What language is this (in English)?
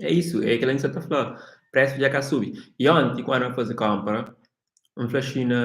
Kabuverdianu